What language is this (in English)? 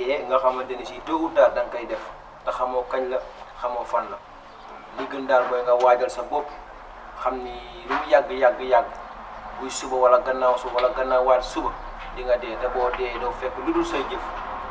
Wolof